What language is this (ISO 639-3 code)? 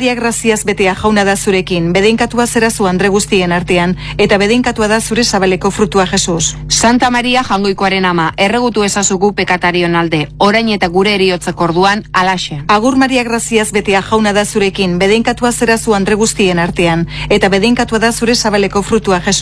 eus